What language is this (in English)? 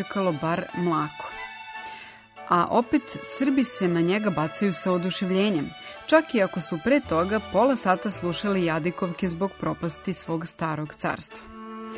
Serbian